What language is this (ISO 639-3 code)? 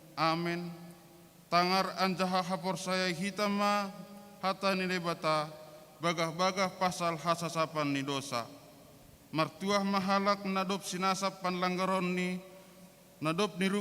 bts